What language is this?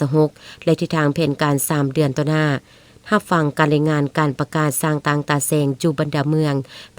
Lao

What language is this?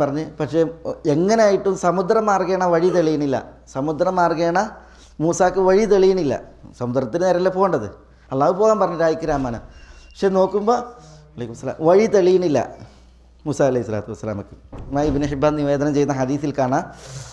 Malayalam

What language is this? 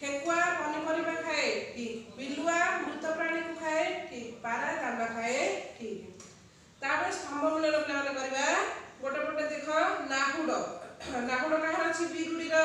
Odia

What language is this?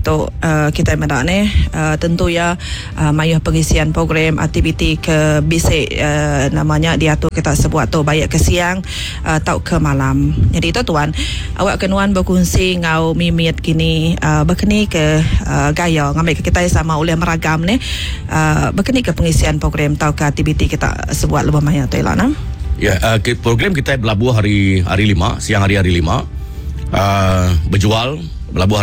Iban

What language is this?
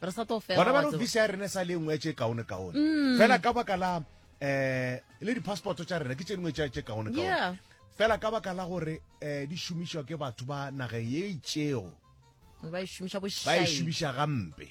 Northern Sotho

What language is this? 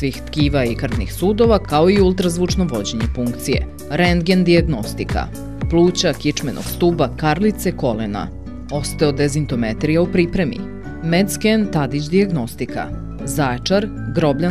Serbian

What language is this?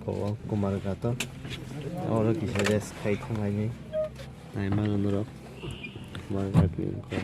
Kok Borok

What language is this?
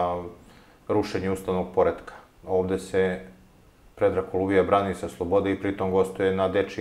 Serbian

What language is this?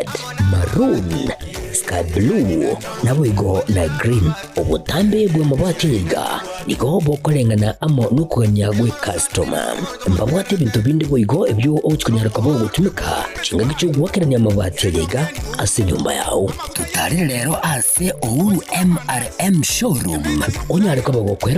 Gusii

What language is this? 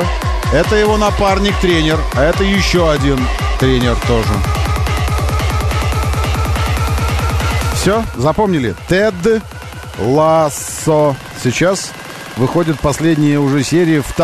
Russian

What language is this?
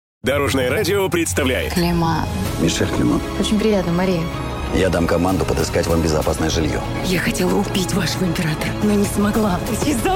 Russian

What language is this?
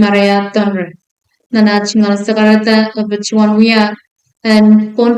Pohnpeian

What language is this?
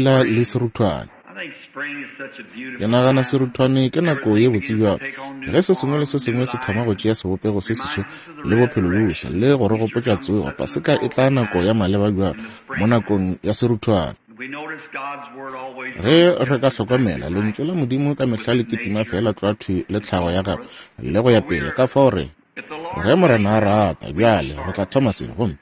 Northern Sotho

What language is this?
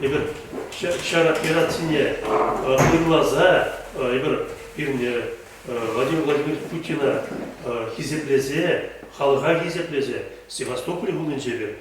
Chuvash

